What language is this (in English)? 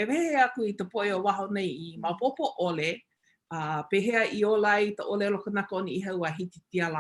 Hawaiian